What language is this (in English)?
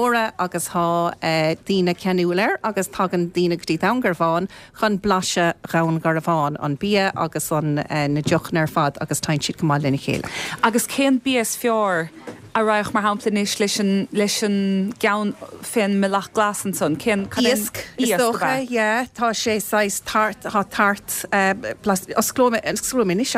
Irish